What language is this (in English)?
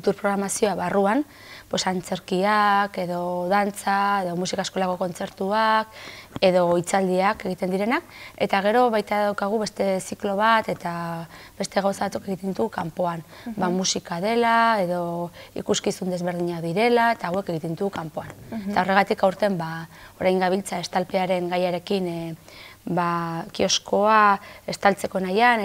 Basque